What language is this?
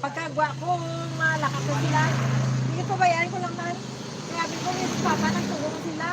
Hiligaynon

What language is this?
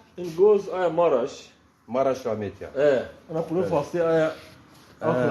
Zaza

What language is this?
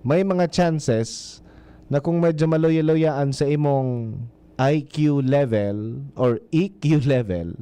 Bikol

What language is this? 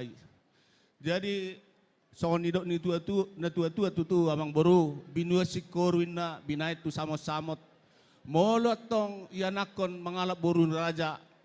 Batak Toba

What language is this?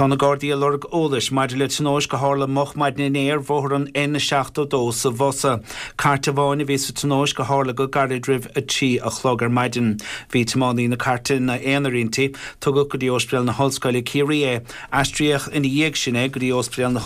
Irish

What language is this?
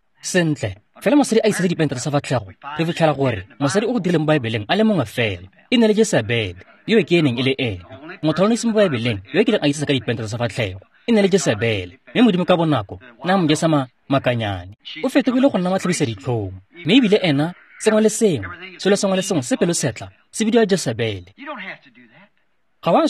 Tswana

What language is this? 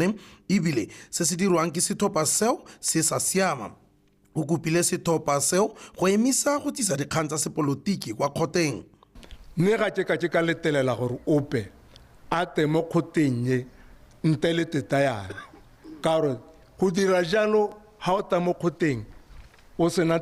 Tswana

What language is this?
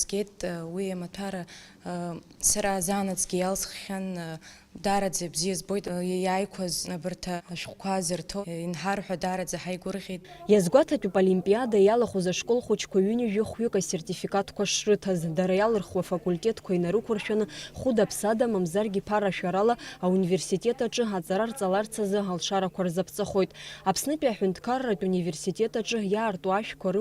Abkhazian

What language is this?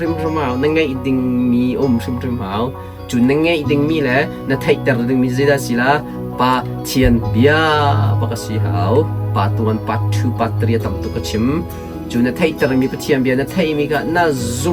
Hakha Chin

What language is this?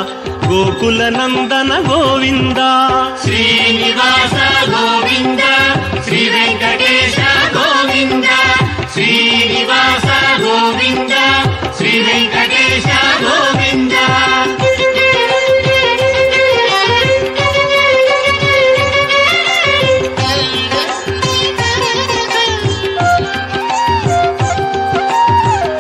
Telugu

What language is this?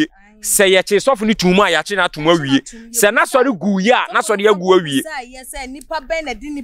Akan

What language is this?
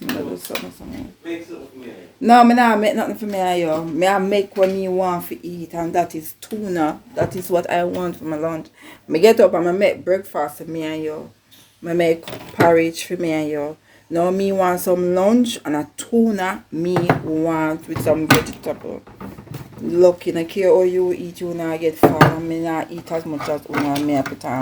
Jamaican Creole English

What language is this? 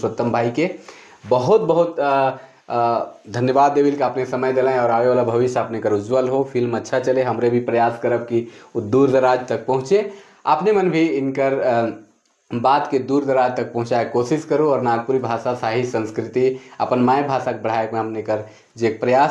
Sadri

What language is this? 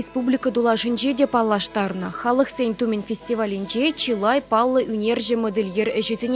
Chuvash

